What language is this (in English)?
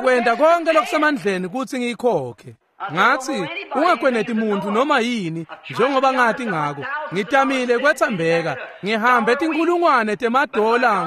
Swati